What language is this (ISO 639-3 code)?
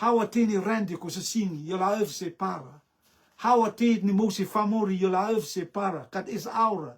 rtm